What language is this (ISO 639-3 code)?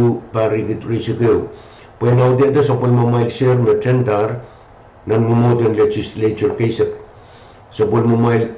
pon